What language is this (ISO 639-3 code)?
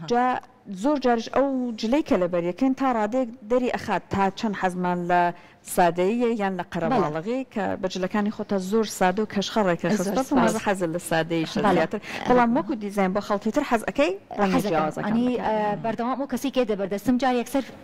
ckb